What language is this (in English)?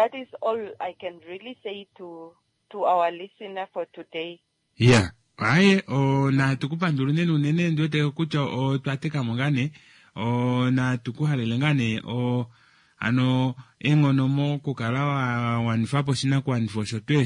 Kuanyama